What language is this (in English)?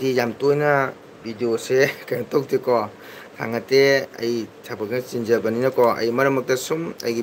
Manipuri